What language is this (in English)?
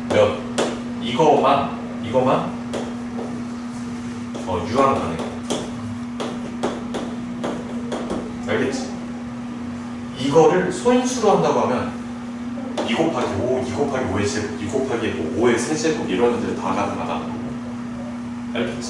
Korean